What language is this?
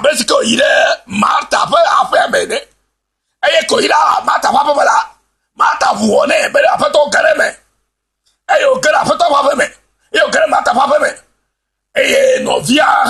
Ewe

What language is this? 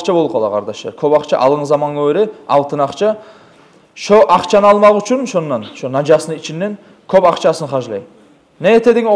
Kumyk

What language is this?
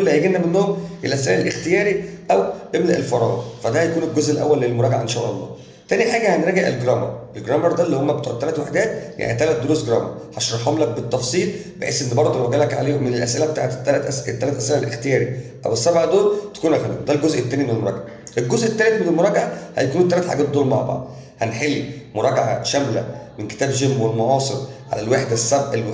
Egyptian Arabic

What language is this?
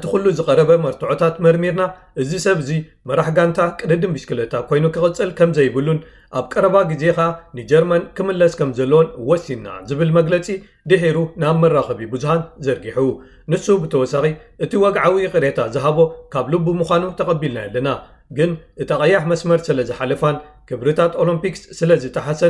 Tigrinya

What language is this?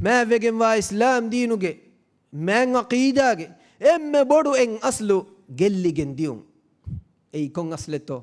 Divehi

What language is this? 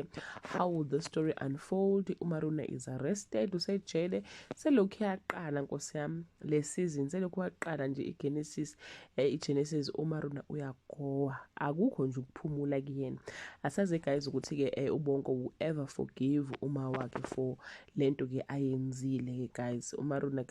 Zulu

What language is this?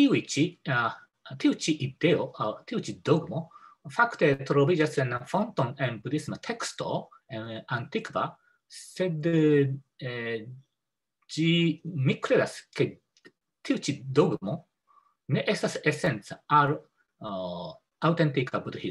Esperanto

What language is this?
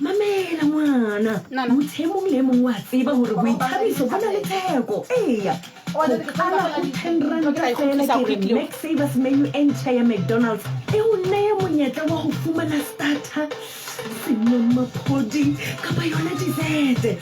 Southern Sotho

